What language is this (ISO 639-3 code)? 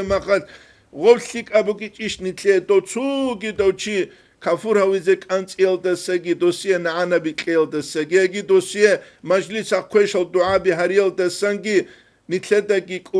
ava